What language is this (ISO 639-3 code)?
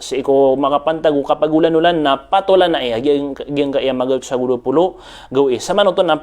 mrw